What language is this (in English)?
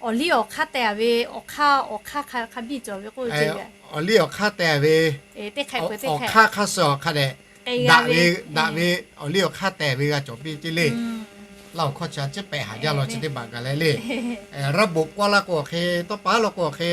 Lahu